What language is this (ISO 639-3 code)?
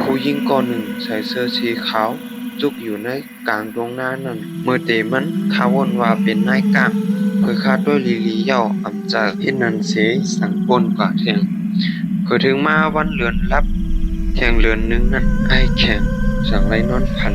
shn